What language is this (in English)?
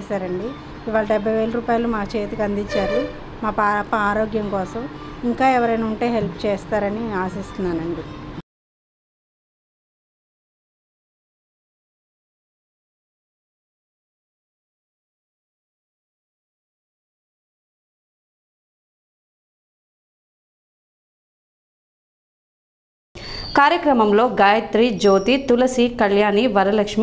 Telugu